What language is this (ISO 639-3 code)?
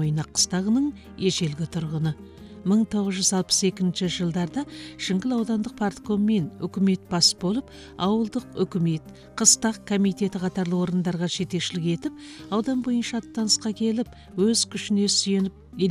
kaz